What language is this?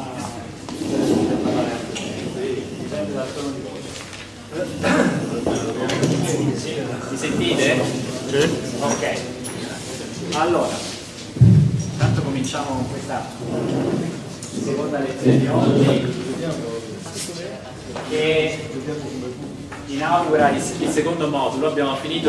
Italian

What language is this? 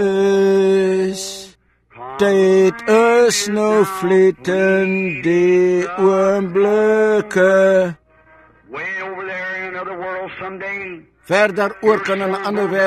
Afrikaans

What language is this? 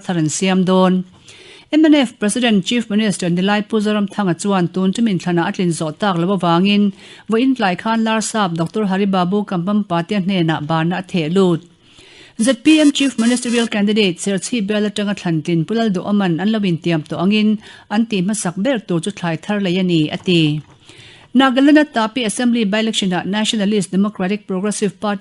Mizo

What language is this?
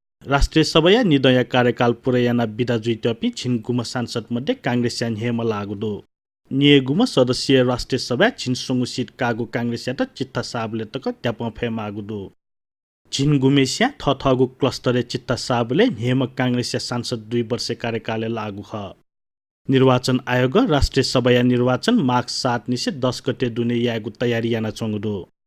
Newari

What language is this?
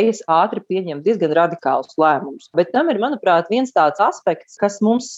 Latvian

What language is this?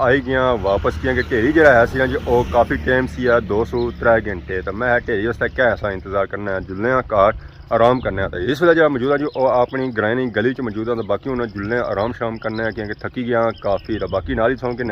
Pahari-Potwari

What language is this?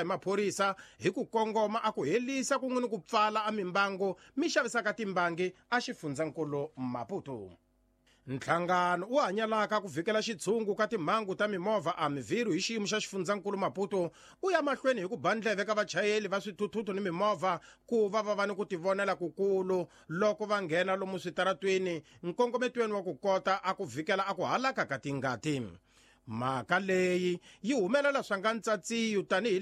Tsonga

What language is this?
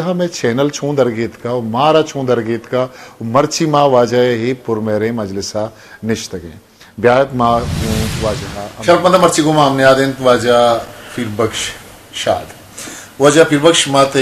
Eastern Balochi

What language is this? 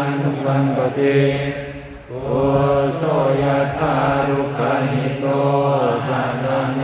Pali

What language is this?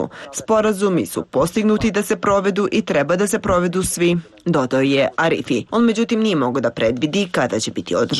Serbian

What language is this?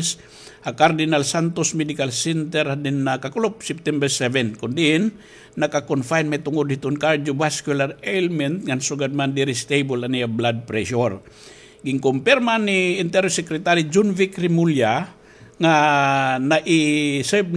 Waray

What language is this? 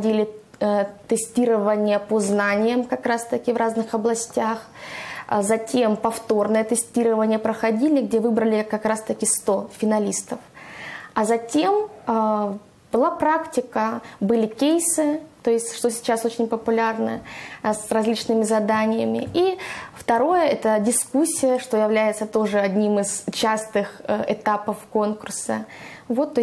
Russian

